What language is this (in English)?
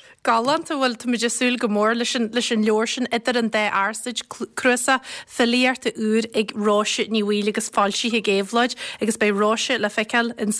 Irish